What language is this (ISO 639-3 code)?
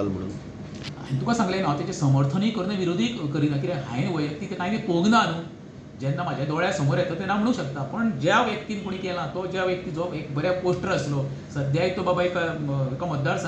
kok